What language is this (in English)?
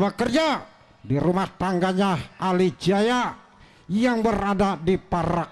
Betawi